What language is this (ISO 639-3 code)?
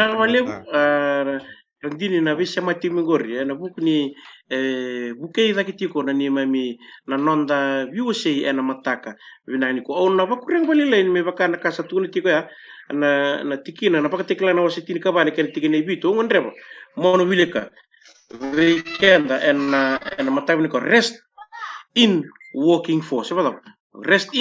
fij